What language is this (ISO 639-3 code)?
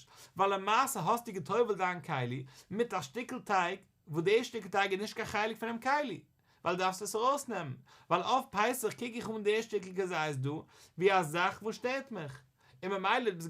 yid